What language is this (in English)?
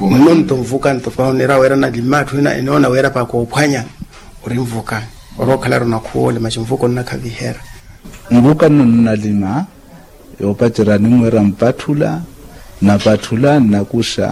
Makhuwa